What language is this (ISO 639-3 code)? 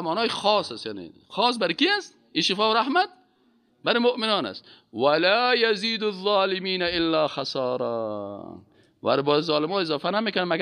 fas